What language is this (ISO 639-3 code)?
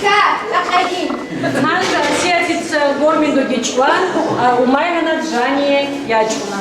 ava